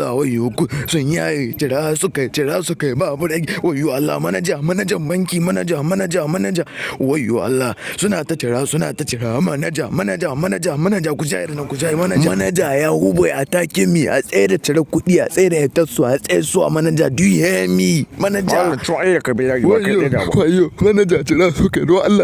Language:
Hausa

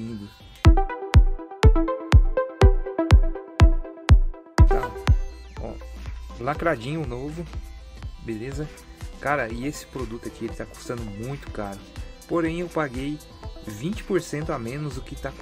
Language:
Portuguese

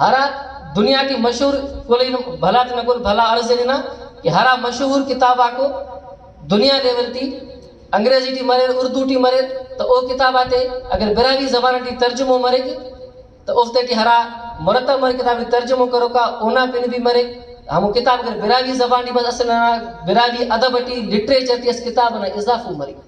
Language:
Brahui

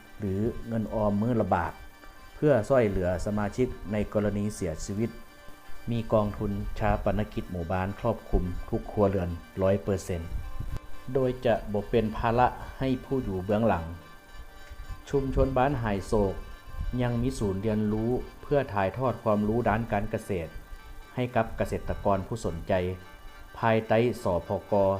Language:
Lao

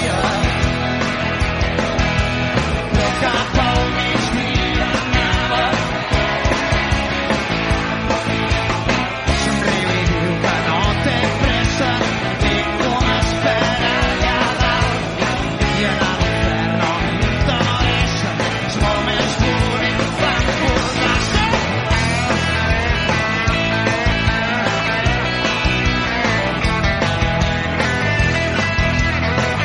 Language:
Catalan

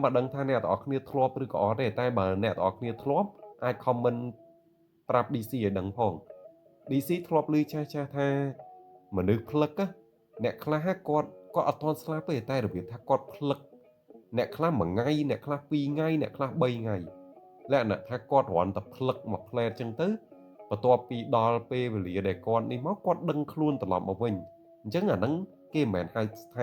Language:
Khmer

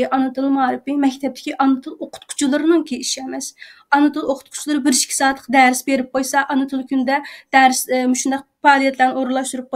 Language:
Uyghur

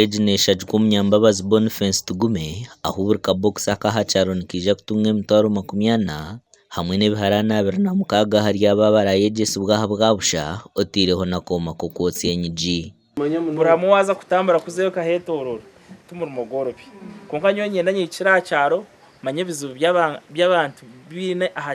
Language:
Nyankole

